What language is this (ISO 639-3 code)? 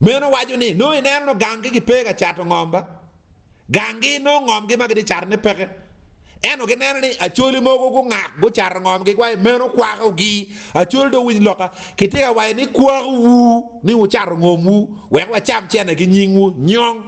ach